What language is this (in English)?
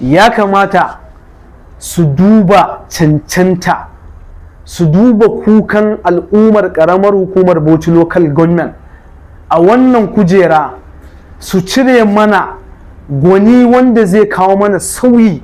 Hausa